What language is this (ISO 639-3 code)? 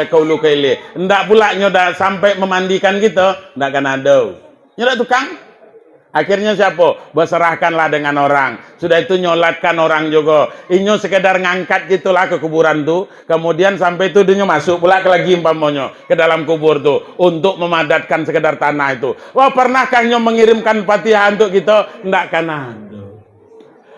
min